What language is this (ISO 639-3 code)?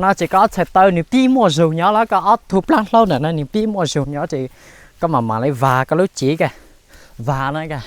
hmn